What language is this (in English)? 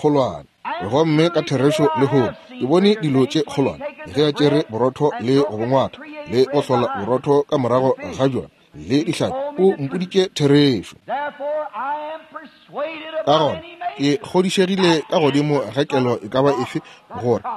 Northern Sotho